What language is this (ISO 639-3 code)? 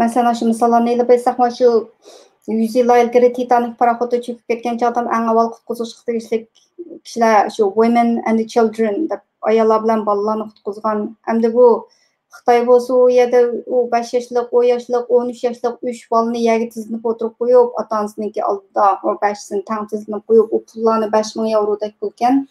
uig